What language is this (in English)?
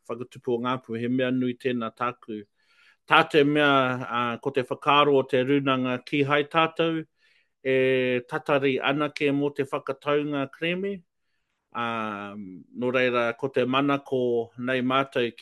Māori